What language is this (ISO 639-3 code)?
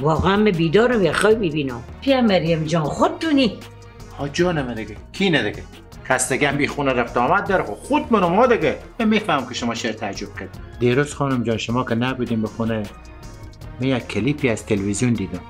fas